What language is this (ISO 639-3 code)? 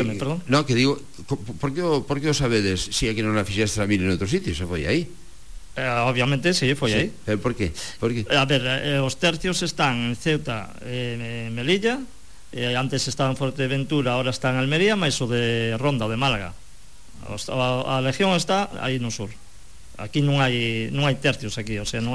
glg